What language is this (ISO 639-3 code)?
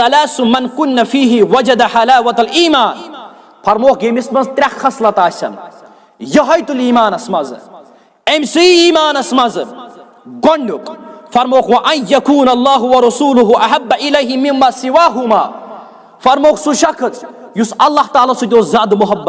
kas